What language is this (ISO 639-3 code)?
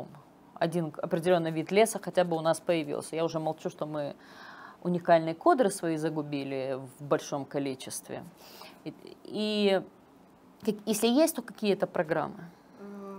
rus